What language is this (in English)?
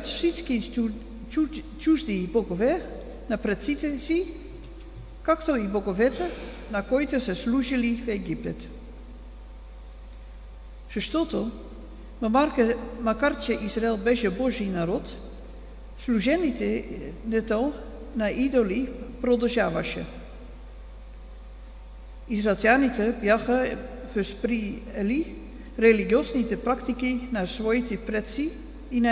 Bulgarian